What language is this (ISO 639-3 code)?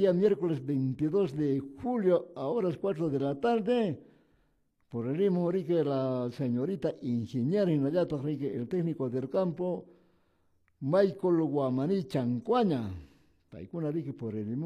que